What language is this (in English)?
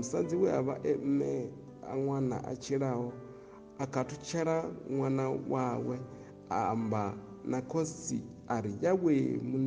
Venda